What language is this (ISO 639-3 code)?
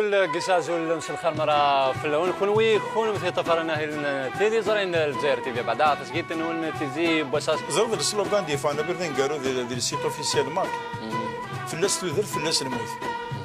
kab